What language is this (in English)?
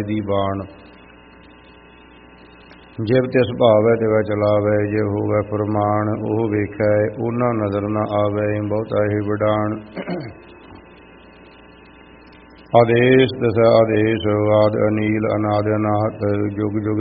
Punjabi